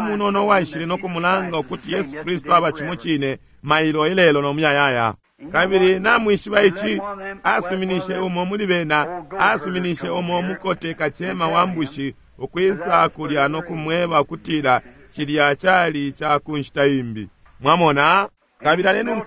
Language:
Bemba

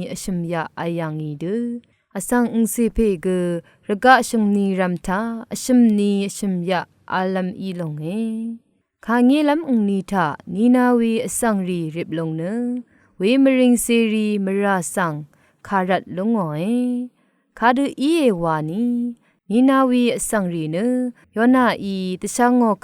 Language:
Rawang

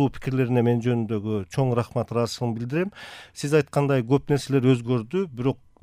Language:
Kyrgyz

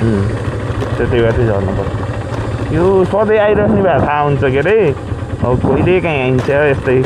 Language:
Nepali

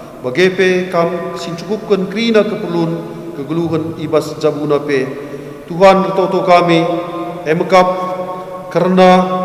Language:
Batak Karo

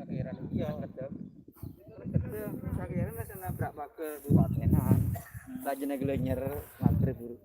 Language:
Madurese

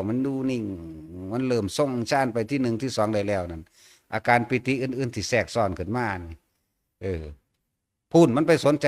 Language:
Northeastern Thai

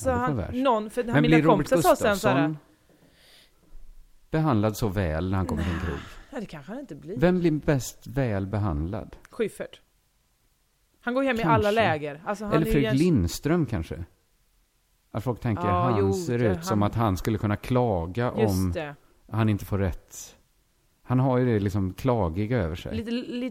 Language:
Swedish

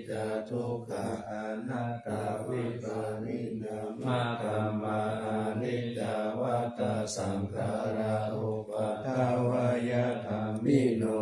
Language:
Pali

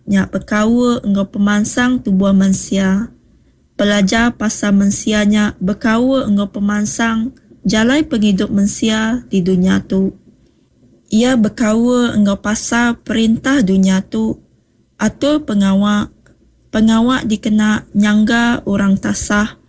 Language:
Iban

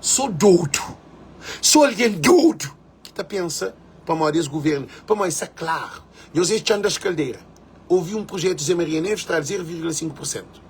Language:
Kabuverdianu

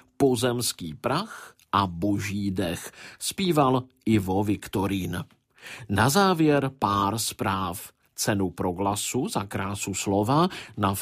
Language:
Czech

